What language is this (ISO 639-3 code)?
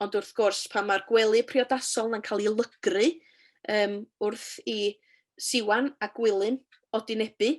cym